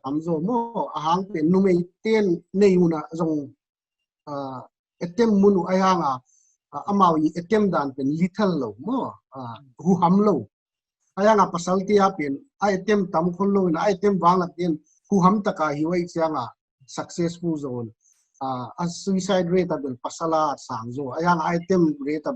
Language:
Paite Chin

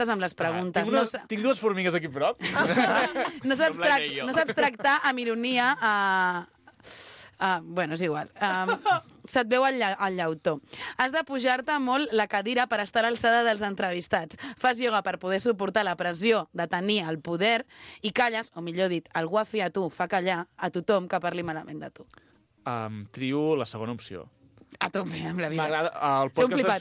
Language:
Catalan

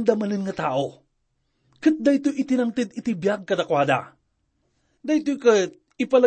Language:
Iloko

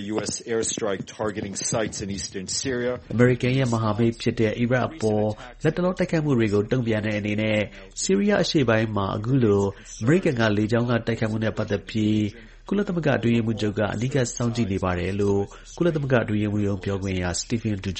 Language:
Burmese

